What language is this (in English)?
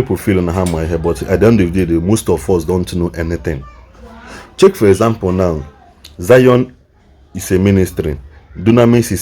Igbo